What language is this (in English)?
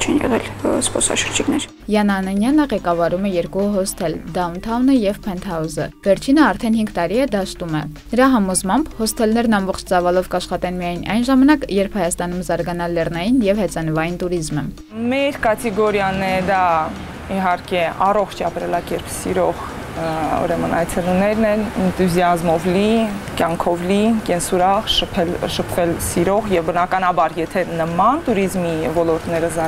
Armenian